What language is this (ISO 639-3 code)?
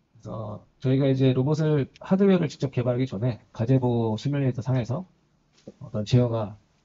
kor